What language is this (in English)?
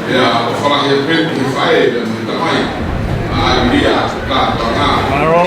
Tongan